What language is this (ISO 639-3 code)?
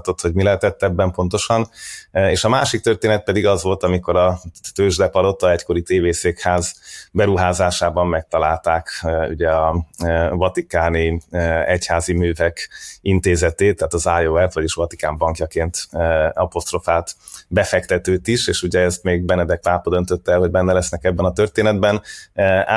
hun